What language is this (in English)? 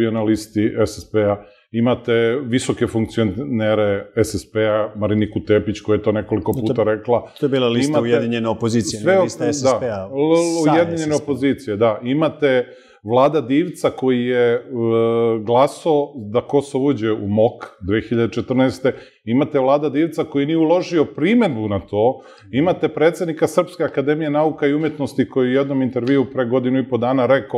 Serbian